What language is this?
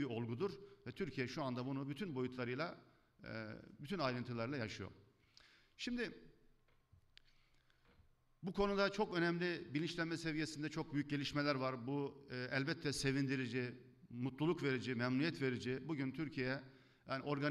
Turkish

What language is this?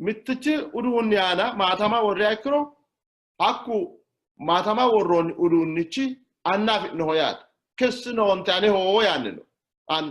Sidamo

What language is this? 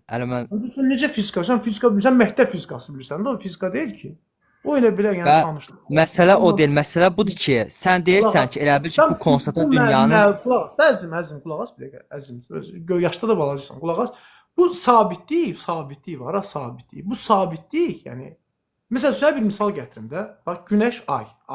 Azerbaijani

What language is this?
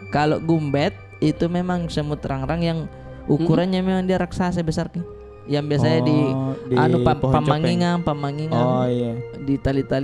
Makassar Malay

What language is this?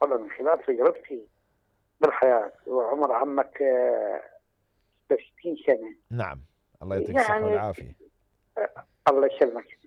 Mesopotamian Arabic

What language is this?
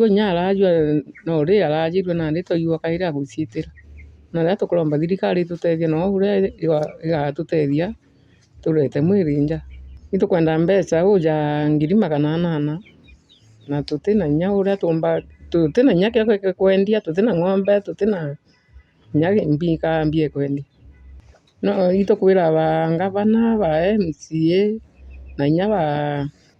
Meru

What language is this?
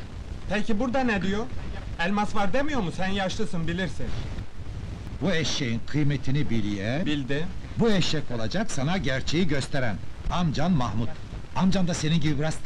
Turkish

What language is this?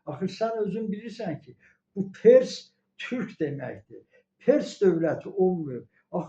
Azerbaijani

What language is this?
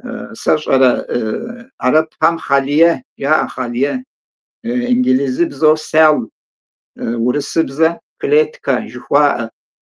Kabardian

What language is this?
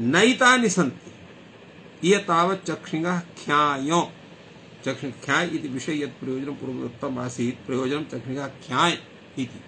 Sanskrit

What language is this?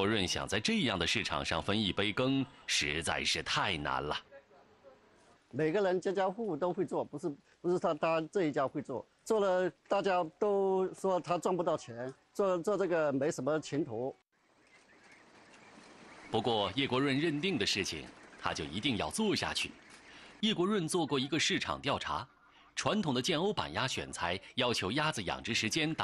Chinese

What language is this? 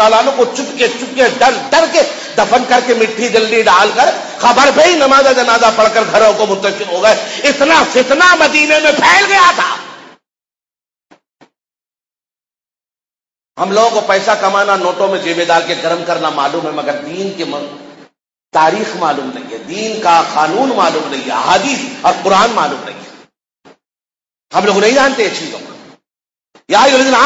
Urdu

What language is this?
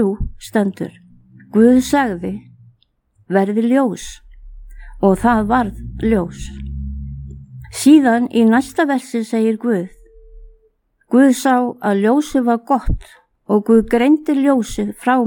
Icelandic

